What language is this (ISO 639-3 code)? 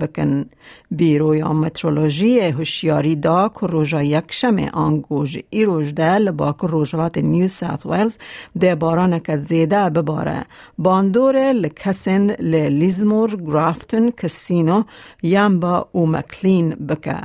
kur